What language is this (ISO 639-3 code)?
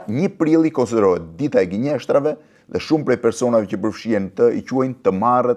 sqi